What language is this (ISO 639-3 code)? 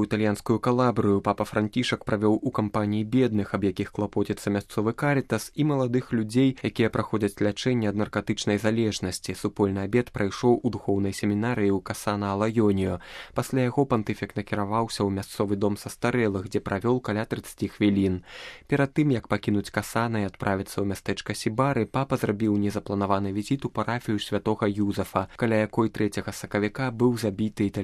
bel